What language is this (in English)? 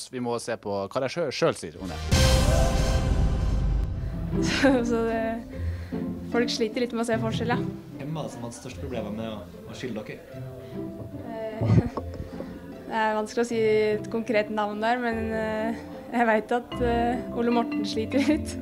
Norwegian